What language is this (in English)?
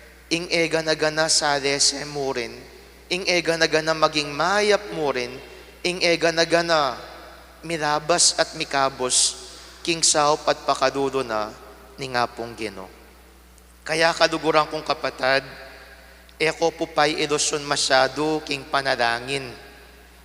Pampanga